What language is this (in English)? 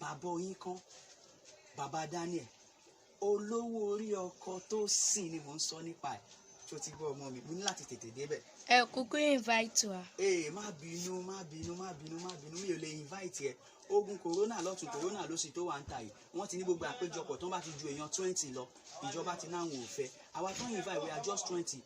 Yoruba